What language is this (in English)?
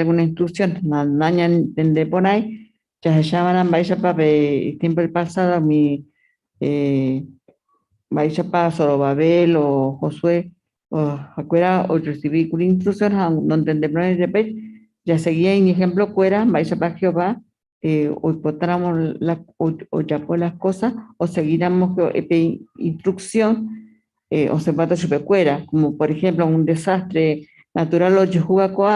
Guarani